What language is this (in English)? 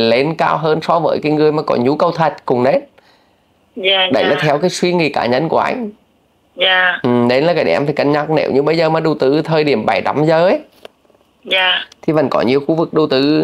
Vietnamese